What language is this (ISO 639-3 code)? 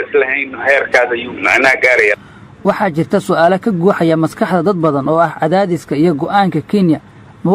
som